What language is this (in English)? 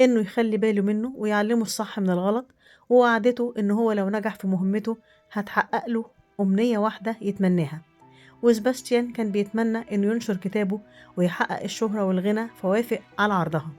Egyptian Arabic